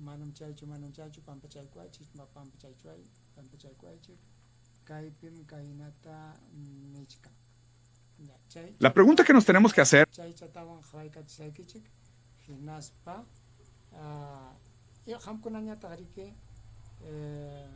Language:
Ayacucho Quechua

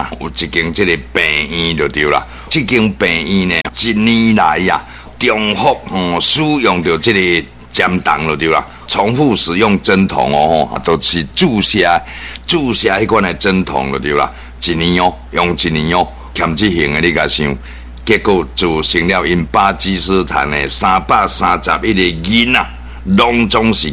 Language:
Min Nan Chinese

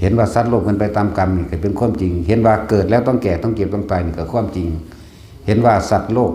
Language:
Lao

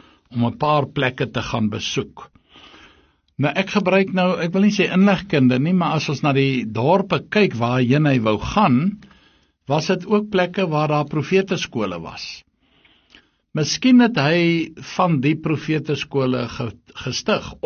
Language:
Afrikaans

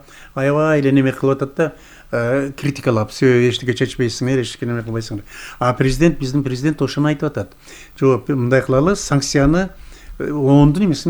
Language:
Kyrgyz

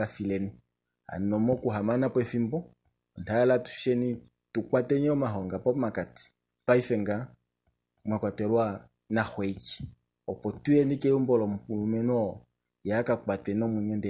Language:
Kuanyama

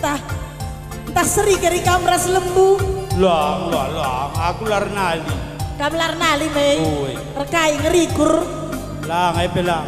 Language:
Batak Karo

